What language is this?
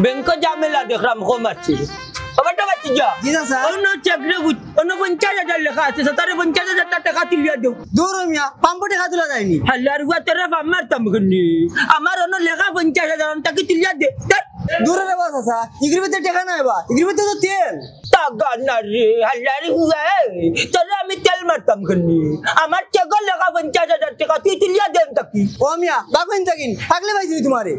Sylheti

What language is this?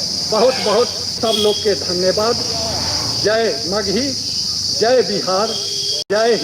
Magahi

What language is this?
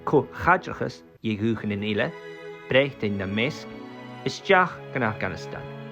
Scottish Gaelic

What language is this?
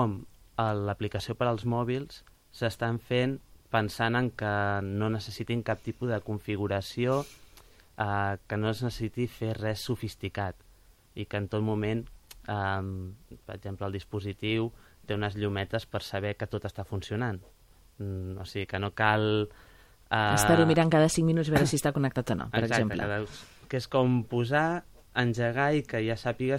Catalan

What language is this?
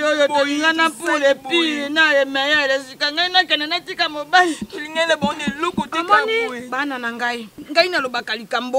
Lingala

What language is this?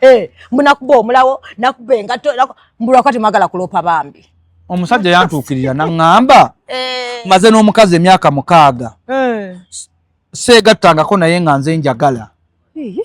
Ganda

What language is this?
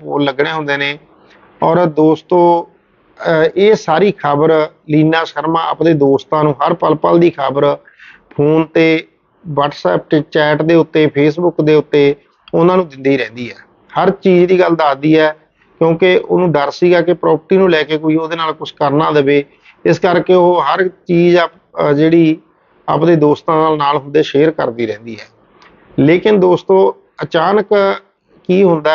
Punjabi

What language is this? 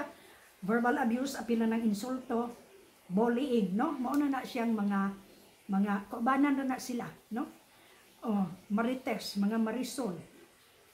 Cebuano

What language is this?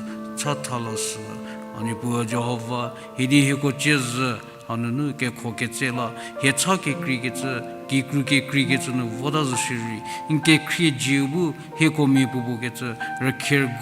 Angami Naga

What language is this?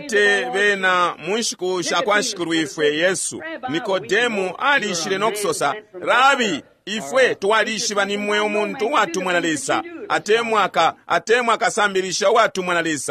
Bemba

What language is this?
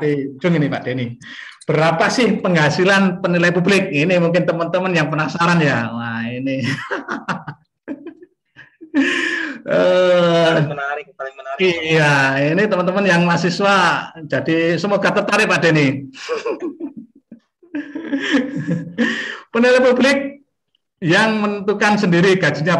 Indonesian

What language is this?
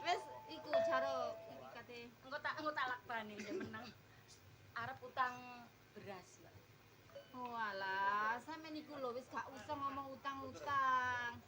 Javanese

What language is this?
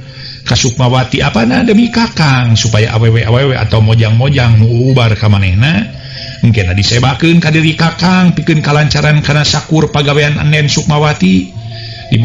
Sundanese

